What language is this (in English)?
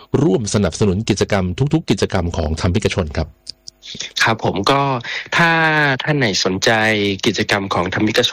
Thai